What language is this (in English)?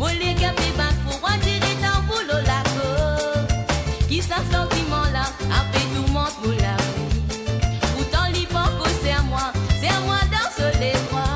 Morisyen